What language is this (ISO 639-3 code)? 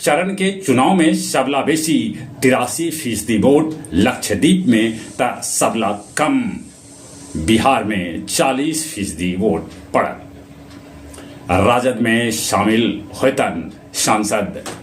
mag